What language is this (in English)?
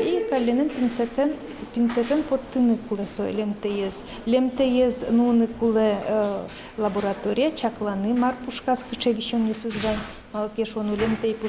Udmurt